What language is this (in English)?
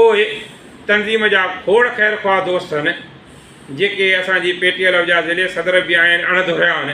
Sindhi